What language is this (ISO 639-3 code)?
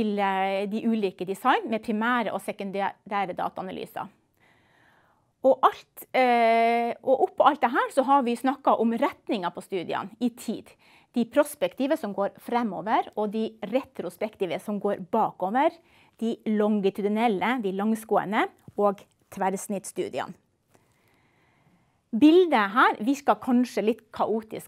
nor